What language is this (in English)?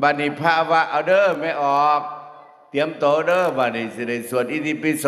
Northeastern Thai